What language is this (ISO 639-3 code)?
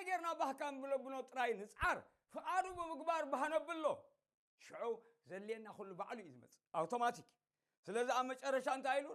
tir